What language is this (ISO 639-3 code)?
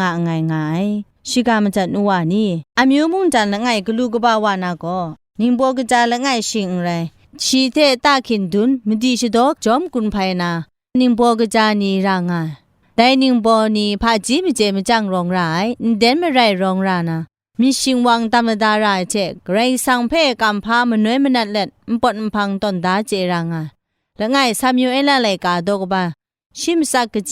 kac